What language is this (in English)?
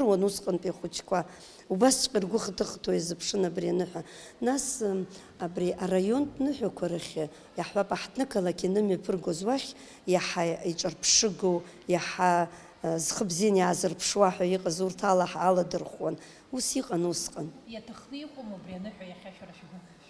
Abkhazian